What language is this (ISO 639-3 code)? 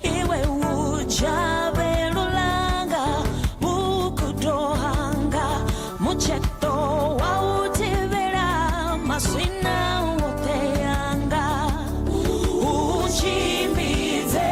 ven